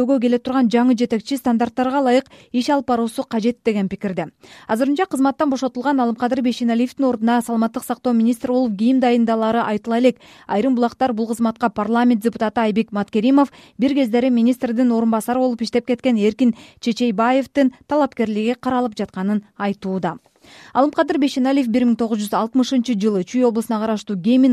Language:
Kyrgyz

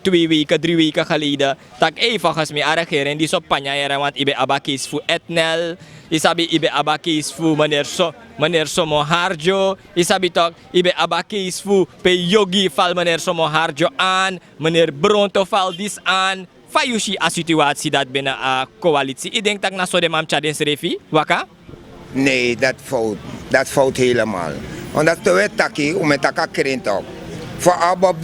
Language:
Sranan Tongo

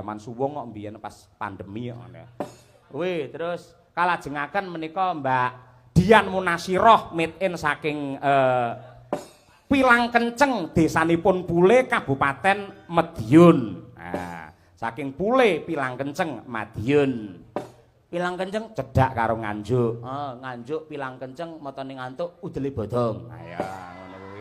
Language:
Javanese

